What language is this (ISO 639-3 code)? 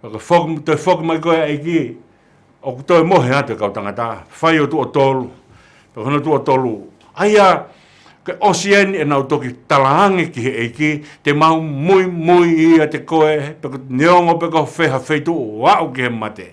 ton